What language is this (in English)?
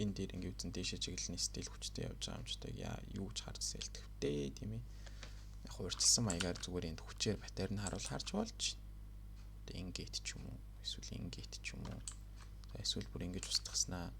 Mongolian